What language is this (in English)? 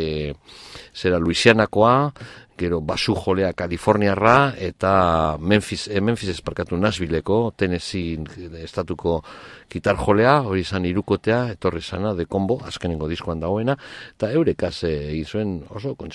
Basque